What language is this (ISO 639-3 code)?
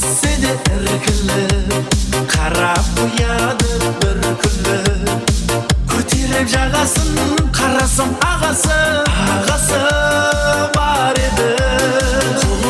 kaa